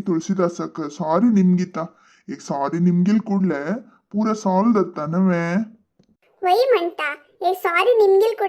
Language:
Konkani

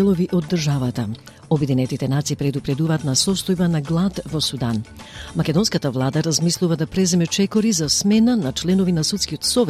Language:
Macedonian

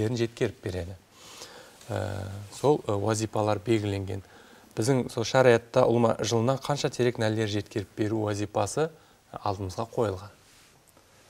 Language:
Kara-Kalpak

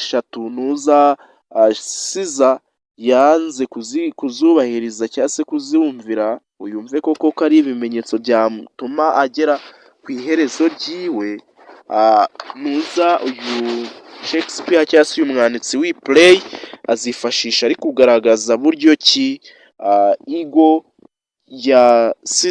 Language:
Kinyarwanda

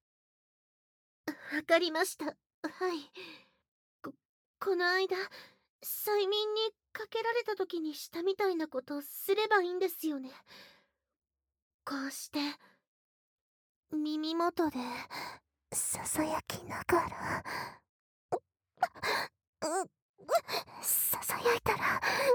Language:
Japanese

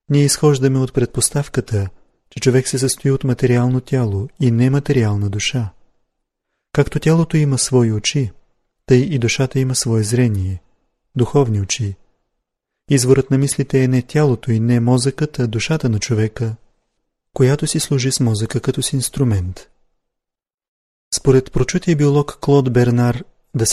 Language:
Bulgarian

